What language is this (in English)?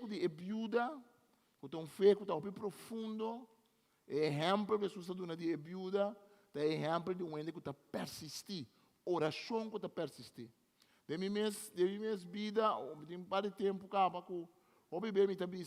Papiamento